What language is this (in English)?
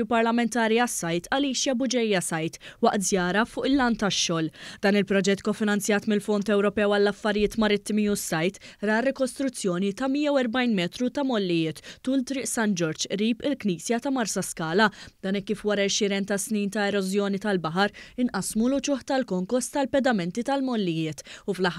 Maltese